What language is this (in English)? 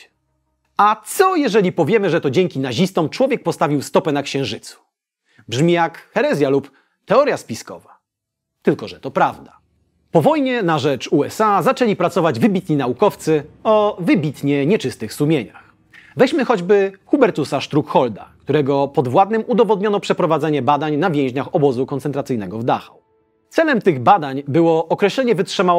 Polish